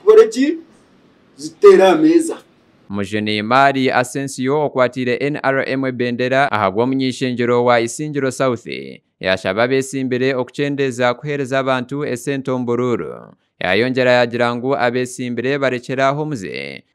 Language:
Nyankole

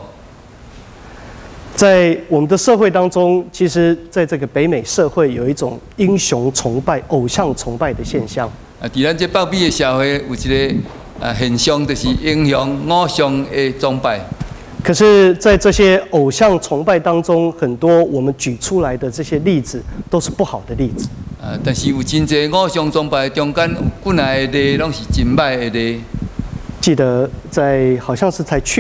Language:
Min Nan Chinese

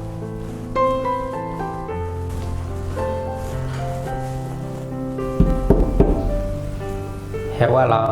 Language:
S'gaw Karen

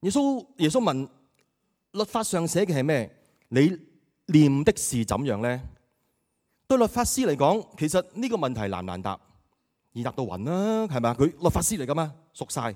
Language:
Cantonese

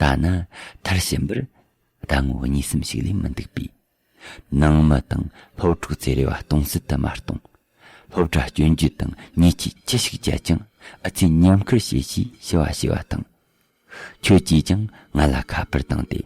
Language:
Tibetan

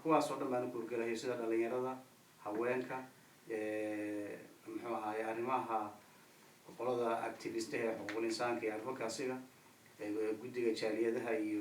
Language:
Somali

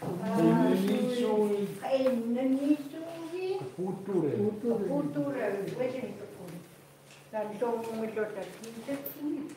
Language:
Chukot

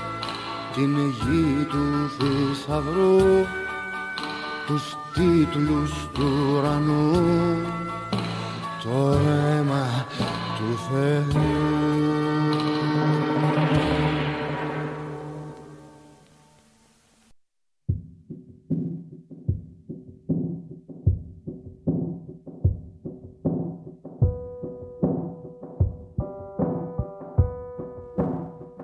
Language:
Greek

